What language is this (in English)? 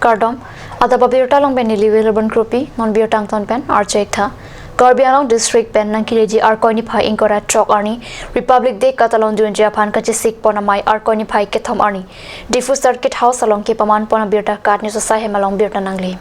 Karbi